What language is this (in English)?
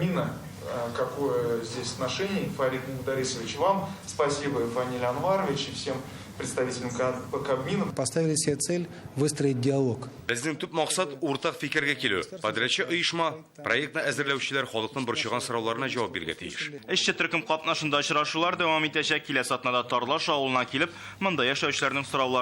Tatar